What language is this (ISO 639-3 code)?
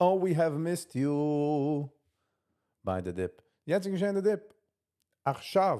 yid